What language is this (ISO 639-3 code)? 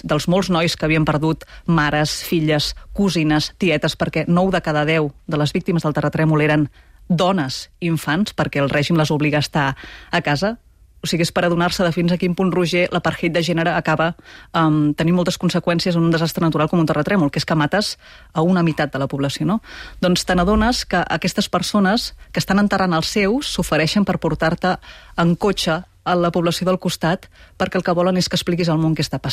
cat